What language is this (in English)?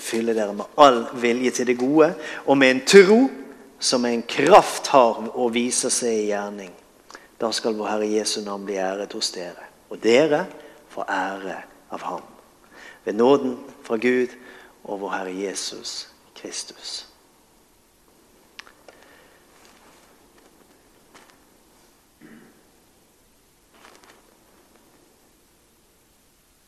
Norwegian